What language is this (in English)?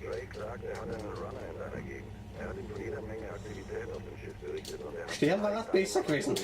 Bavarian